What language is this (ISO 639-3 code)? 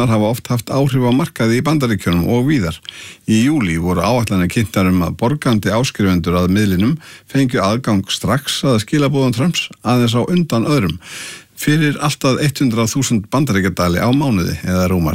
isl